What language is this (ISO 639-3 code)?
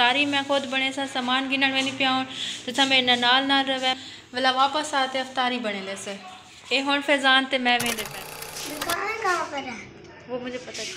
skr